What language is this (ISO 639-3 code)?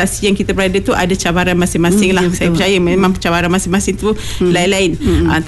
msa